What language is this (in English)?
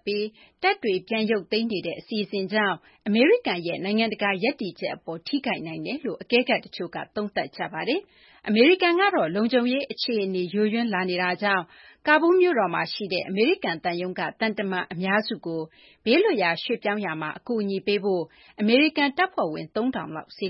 Burmese